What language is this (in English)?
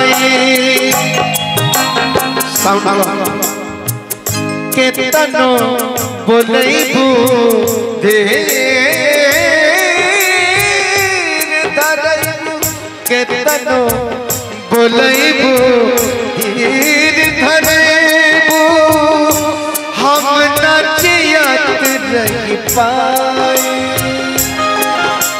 Bhojpuri